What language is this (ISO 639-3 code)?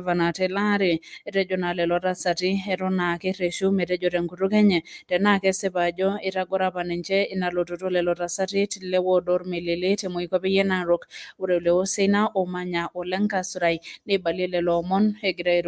mas